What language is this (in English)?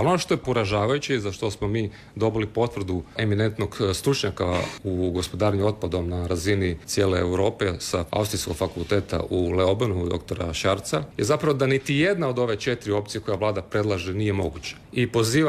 Croatian